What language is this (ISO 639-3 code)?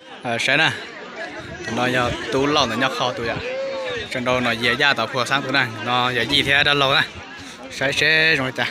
hmn